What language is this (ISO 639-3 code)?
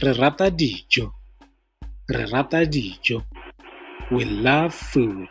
tsn